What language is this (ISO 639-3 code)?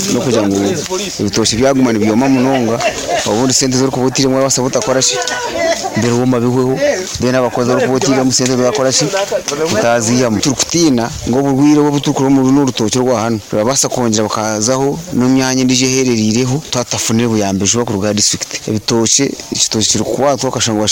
nyo